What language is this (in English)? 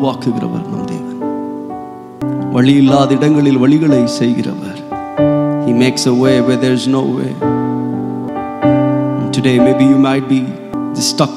Tamil